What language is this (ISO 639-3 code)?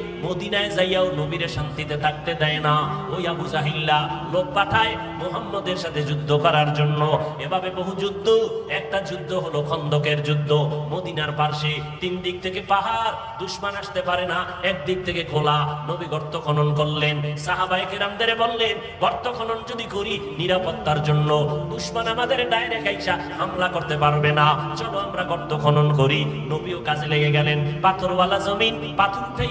ben